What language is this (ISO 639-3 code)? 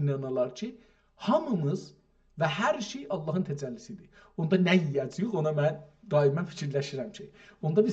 azb